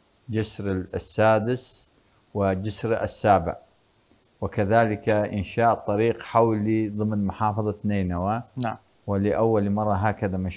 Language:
Arabic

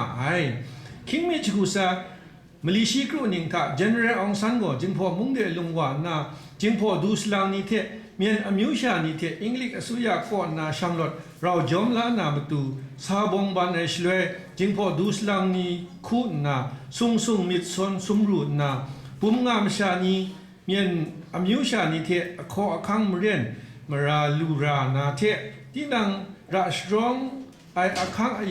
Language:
Kachin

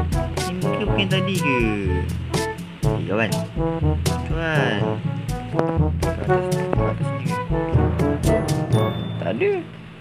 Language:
Malay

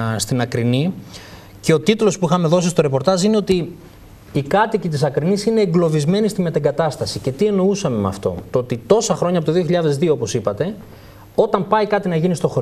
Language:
Greek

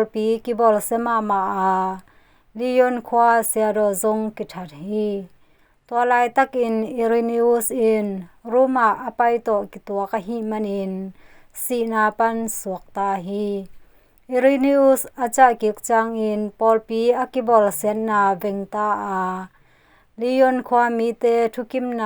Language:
Tedim Chin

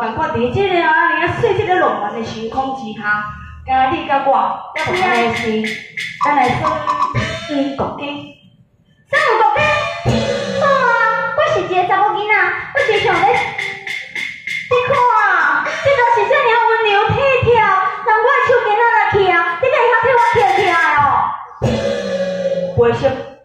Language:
Min Nan Chinese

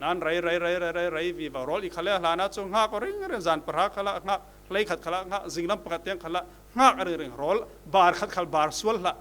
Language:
Falam Chin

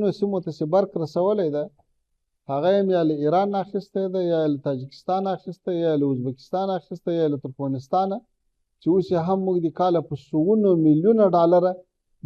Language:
Pashto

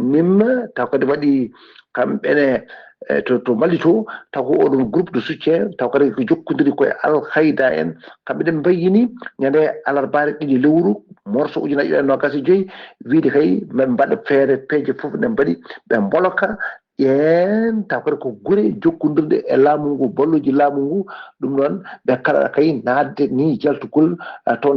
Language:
Fula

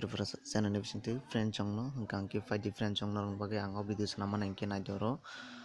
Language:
Kok Borok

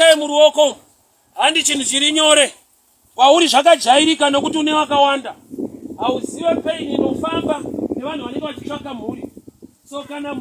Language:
Shona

